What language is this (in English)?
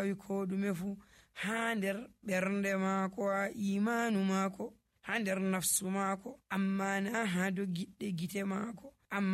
Nigerian Fulfulde